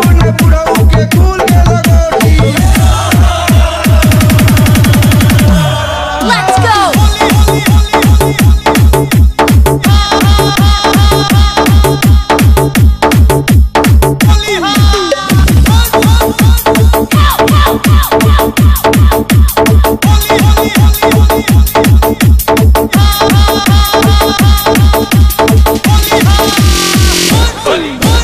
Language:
Bhojpuri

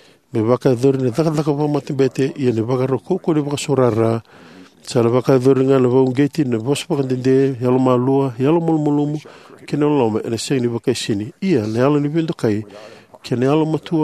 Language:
Fijian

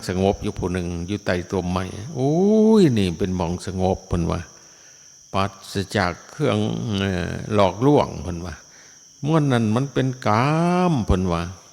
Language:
Northeastern Thai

